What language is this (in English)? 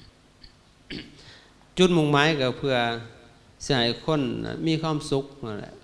Lao